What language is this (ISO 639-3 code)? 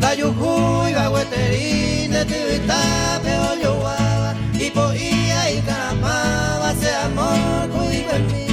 grn